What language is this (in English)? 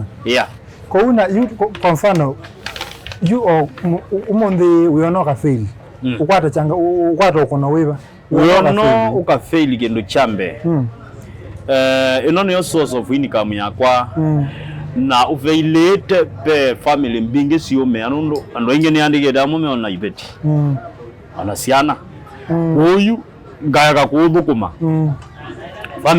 Kamba